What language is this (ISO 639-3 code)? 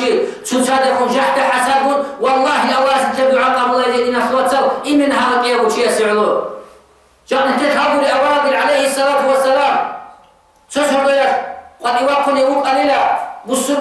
ava